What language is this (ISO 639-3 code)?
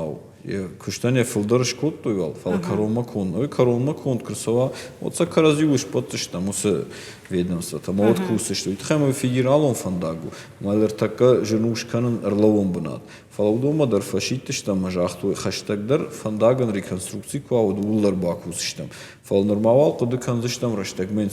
oss